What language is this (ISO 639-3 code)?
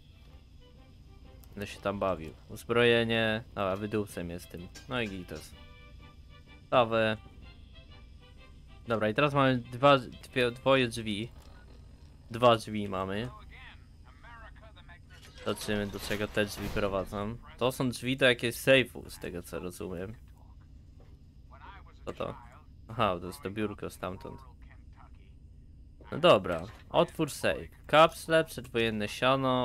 pol